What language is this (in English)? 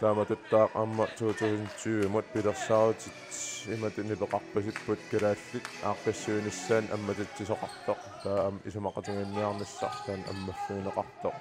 Kalaallisut